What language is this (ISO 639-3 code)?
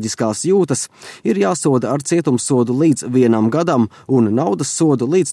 lav